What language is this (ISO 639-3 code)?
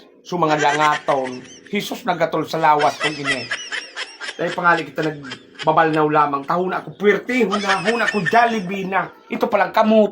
bik